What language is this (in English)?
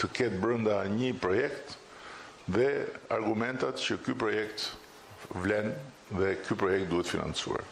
Albanian